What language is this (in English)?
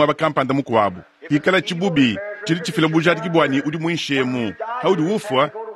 Luba-Lulua